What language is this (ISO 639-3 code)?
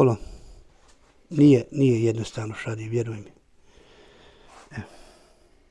bos